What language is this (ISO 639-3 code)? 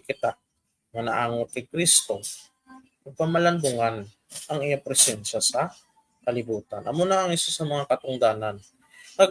hil